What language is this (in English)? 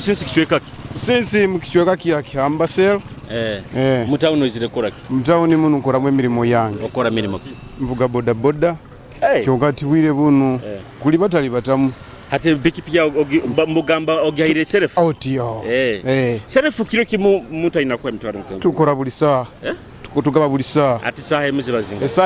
Nyoro